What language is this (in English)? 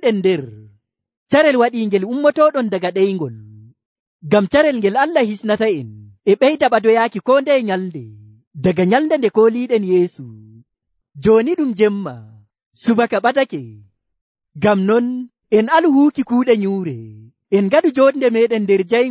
Nigerian Fulfulde